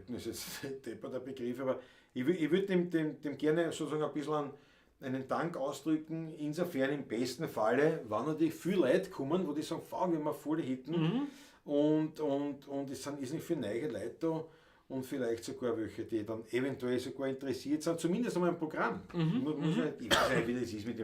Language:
Bavarian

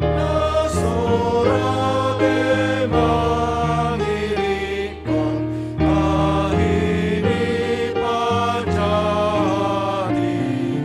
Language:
Batak Simalungun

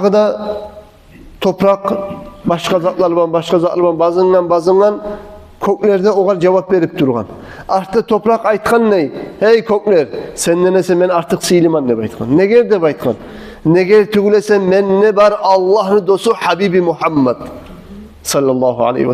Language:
Kumyk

